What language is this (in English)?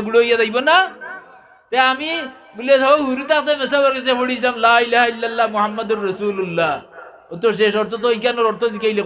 Sylheti